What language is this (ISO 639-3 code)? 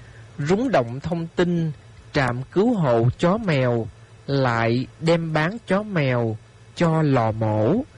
vie